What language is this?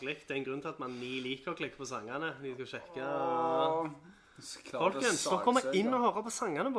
Norwegian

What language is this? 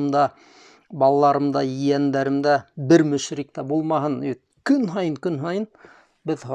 Bashkir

